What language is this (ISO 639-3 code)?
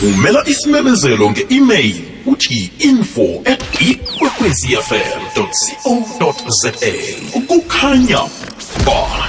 nbl